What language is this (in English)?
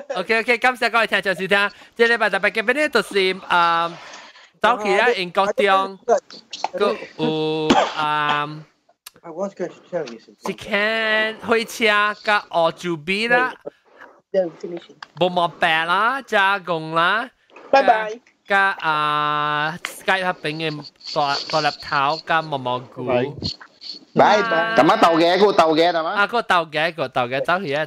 Min Nan Chinese